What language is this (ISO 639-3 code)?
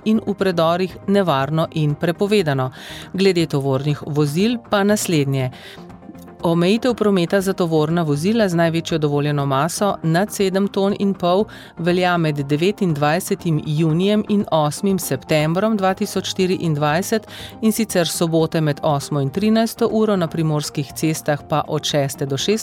slv